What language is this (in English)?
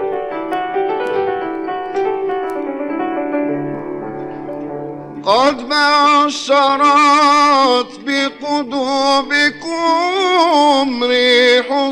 Arabic